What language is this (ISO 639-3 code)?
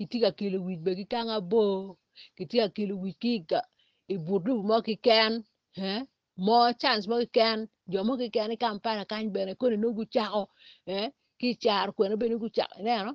ach